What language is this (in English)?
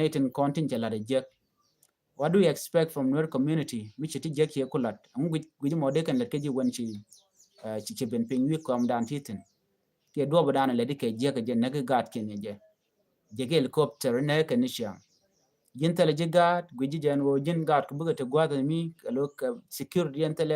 Nuer